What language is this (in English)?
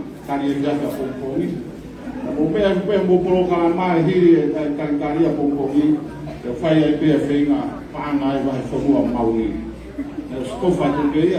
Tongan